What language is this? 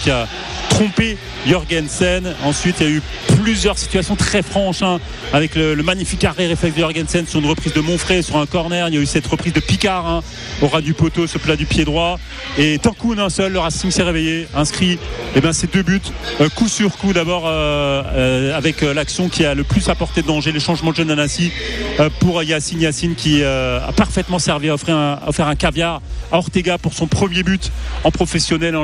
French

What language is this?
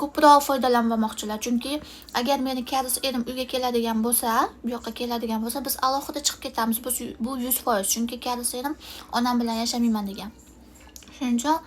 Uzbek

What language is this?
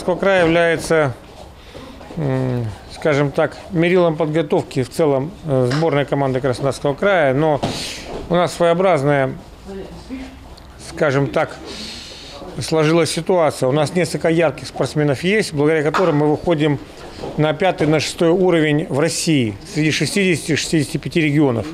Russian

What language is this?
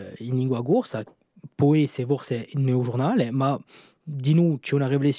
Corsican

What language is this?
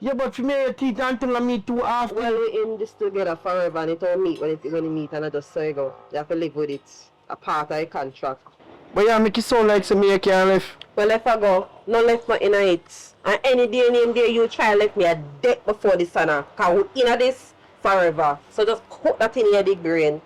Jamaican Creole English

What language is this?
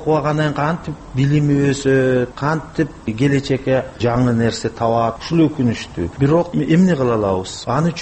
Kyrgyz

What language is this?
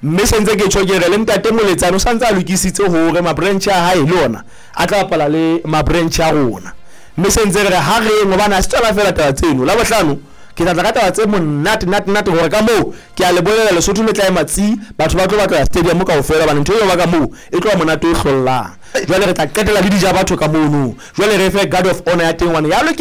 Southern Sotho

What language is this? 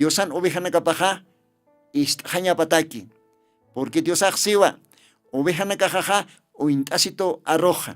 Aymara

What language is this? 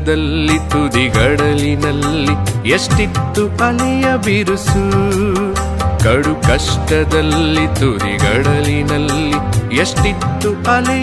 Kannada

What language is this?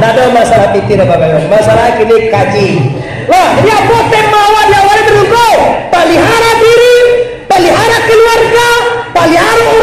Minangkabau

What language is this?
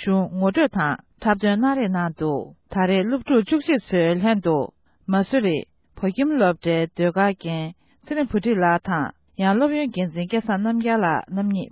Tibetan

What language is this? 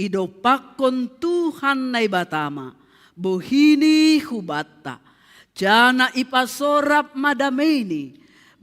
Batak Simalungun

